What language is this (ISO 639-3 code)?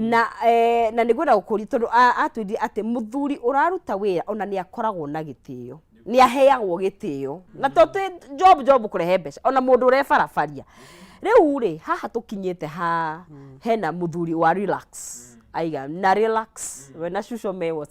kik